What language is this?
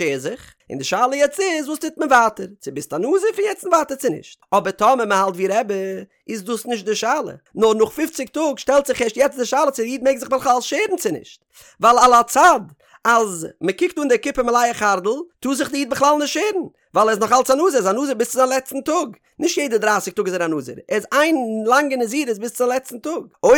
Yiddish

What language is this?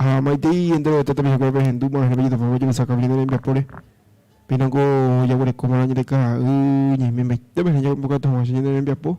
Guarani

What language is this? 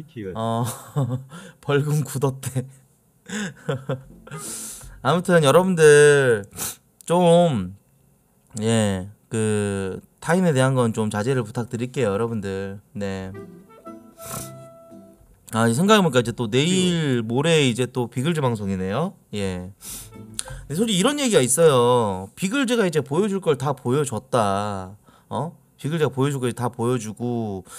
Korean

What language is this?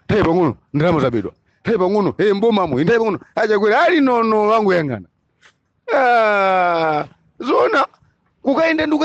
Nyanja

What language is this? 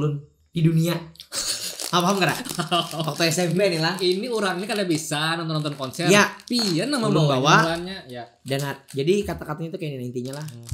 Banjar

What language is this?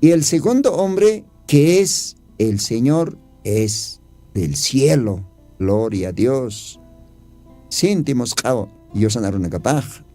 Aymara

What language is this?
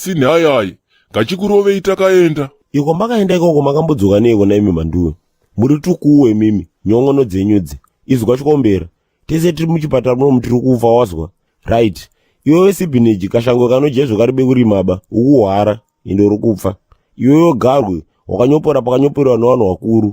Shona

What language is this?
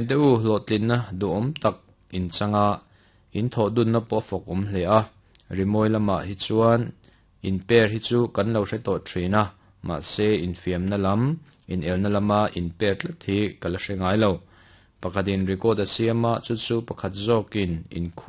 Mizo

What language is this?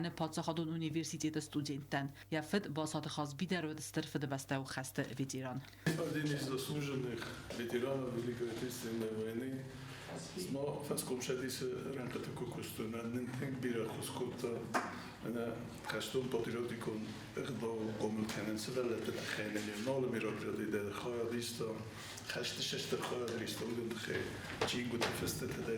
Ossetic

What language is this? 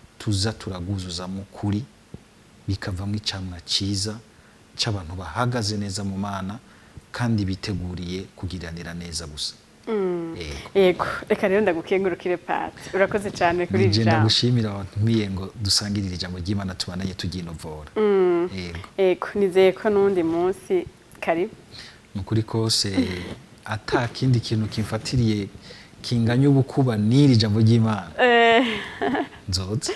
Rundi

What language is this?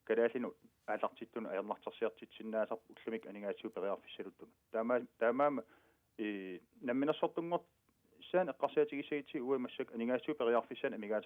Kalaallisut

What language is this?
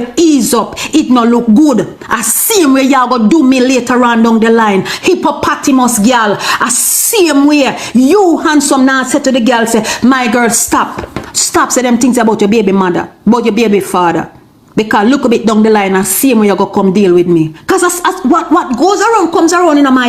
Jamaican Creole English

